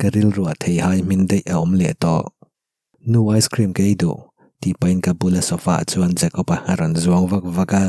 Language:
Mizo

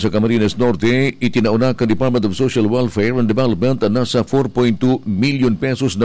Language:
Bikol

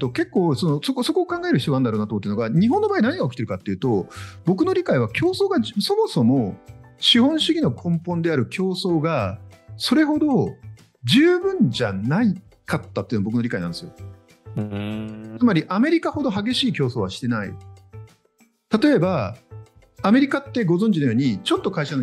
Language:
Japanese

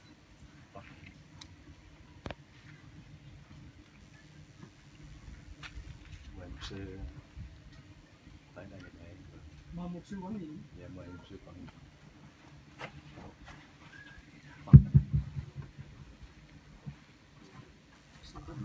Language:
Vietnamese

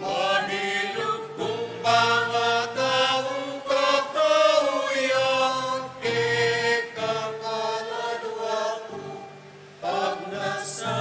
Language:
Pampanga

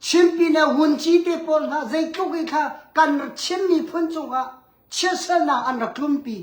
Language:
Hakha Chin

